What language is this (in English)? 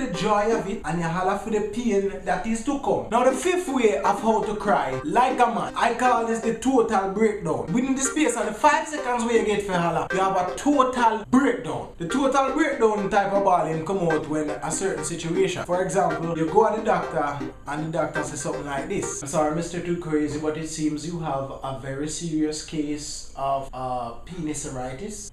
Jamaican Creole English